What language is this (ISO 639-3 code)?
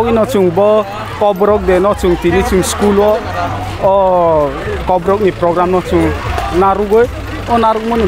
trp